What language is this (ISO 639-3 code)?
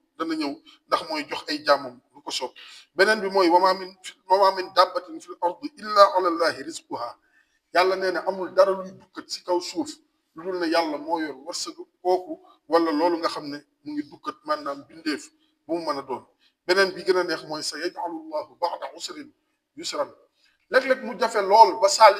wol